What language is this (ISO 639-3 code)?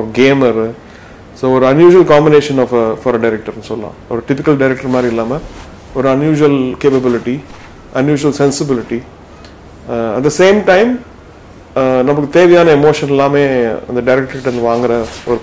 tam